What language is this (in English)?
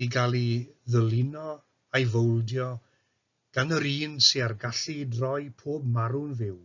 Welsh